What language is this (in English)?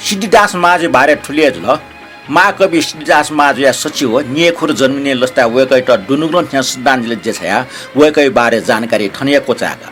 Newari